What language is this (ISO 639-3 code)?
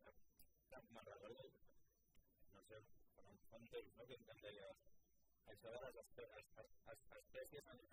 cat